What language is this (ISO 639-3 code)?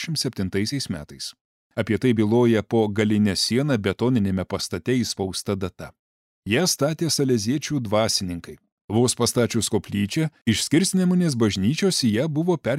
lit